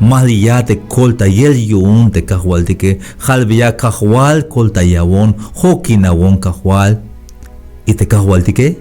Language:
Tzeltal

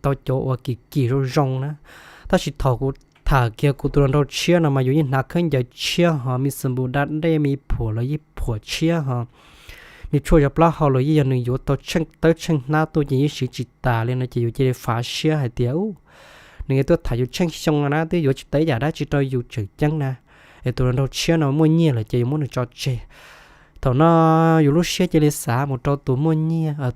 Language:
Hmong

